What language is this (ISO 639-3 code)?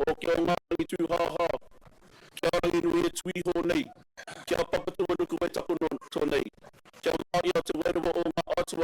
mri